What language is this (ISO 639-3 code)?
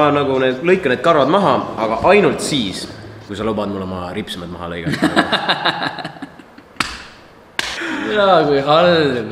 est